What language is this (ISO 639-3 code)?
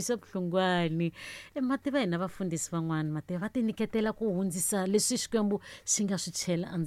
tso